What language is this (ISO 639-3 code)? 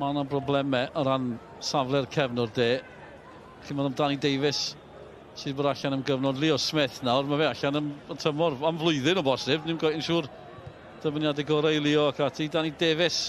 cym